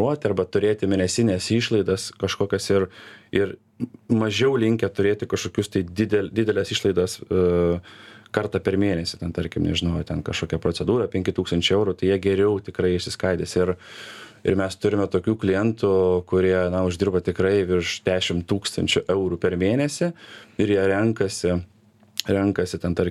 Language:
Lithuanian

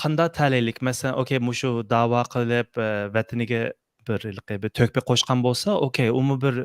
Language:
Uyghur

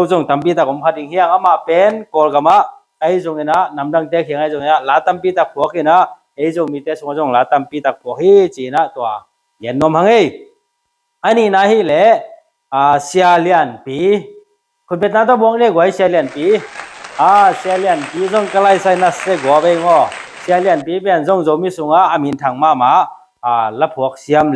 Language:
Tedim Chin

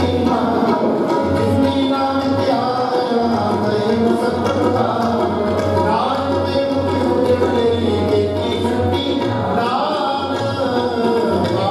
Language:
Punjabi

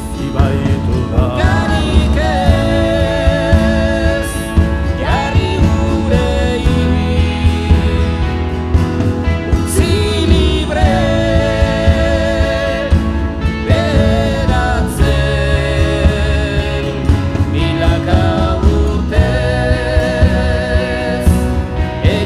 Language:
Basque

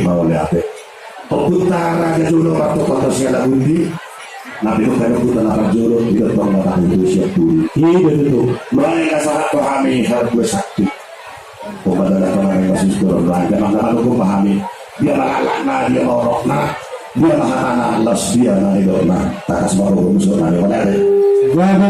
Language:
Batak Toba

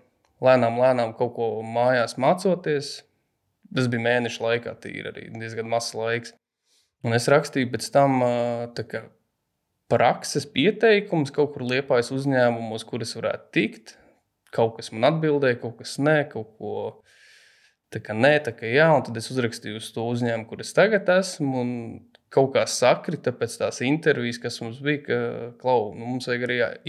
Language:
Latvian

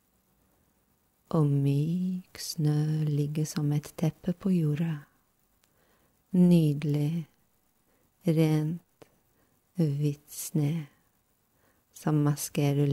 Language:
Norwegian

